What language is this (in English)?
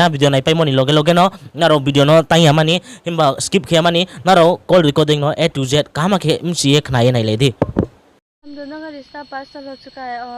Riang (India)